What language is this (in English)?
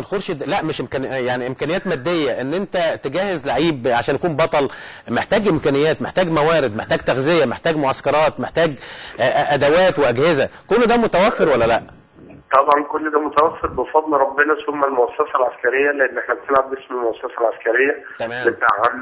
Egyptian Arabic